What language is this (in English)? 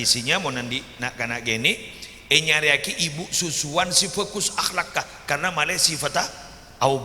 Madurese